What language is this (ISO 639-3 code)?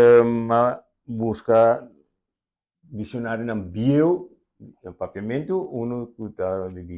pap